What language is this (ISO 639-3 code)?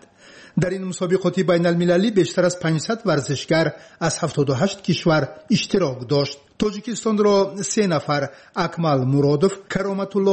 fas